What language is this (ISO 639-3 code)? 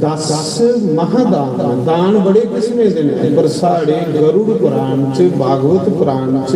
doi